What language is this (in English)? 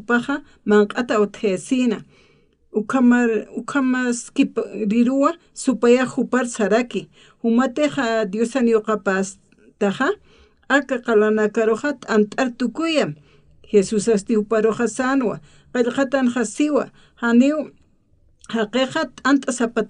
Aymara